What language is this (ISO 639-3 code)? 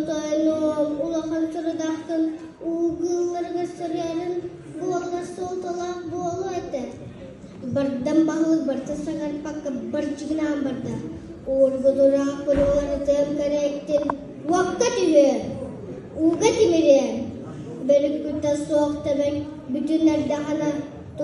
sah